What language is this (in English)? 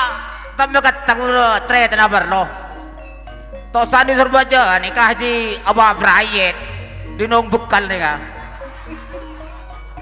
Madurese